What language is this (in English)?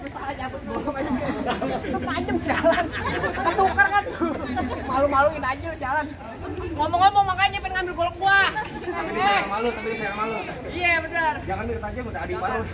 Betawi